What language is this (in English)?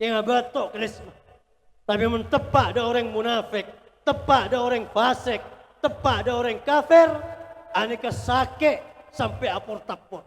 Madurese